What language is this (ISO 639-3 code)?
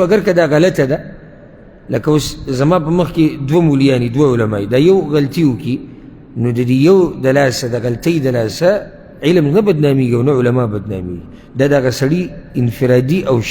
pus